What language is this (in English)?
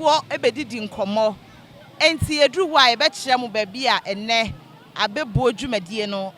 Akan